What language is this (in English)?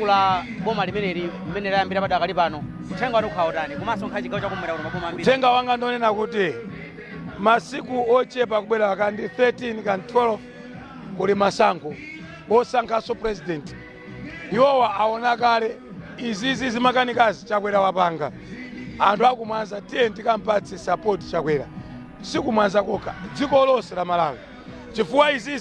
Nyanja